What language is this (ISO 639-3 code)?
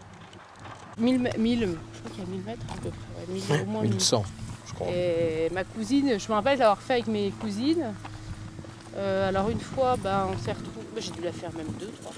fra